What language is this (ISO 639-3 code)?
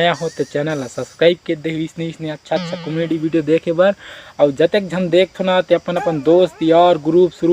hne